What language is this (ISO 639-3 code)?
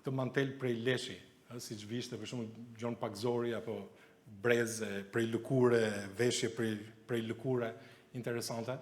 sqi